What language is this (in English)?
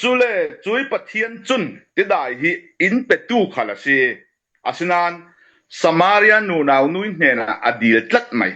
Falam Chin